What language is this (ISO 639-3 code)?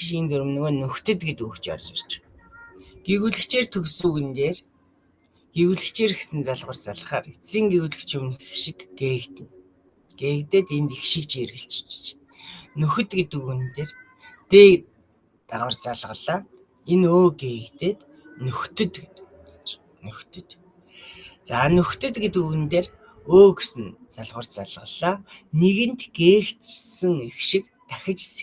mon